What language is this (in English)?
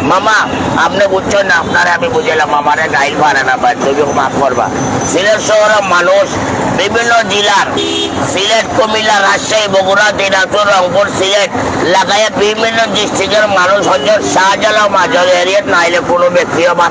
Sylheti